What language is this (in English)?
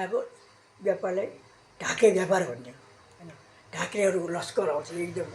Nepali